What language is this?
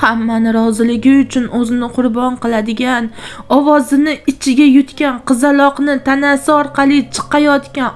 Uzbek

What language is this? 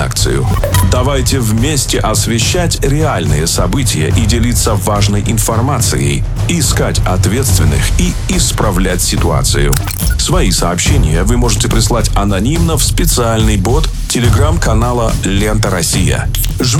Russian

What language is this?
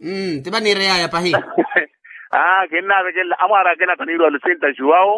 Makhuwa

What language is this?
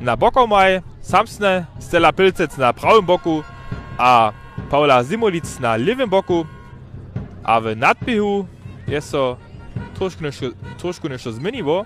Upper Sorbian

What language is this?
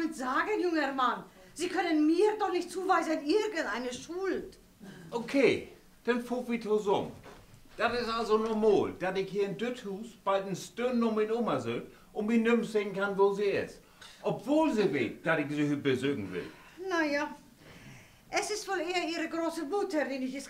Low German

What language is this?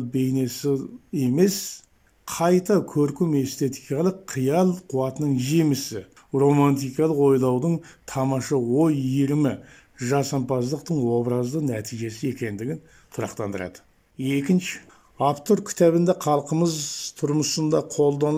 Kazakh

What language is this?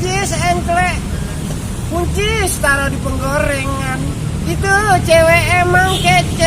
Betawi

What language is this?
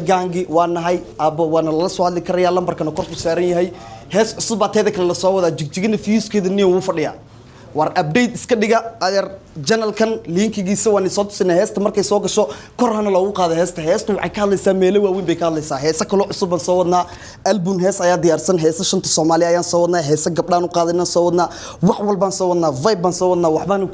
Somali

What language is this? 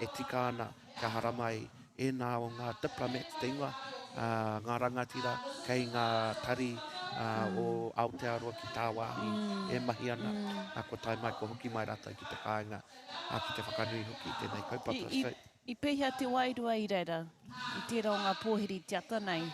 Māori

